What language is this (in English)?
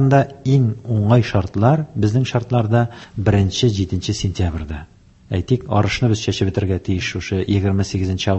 Tatar